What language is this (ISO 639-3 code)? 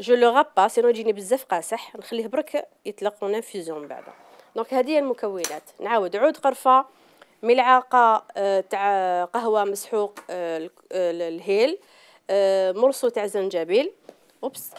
arq